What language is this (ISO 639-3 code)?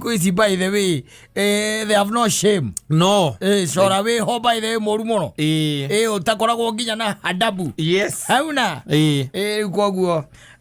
kik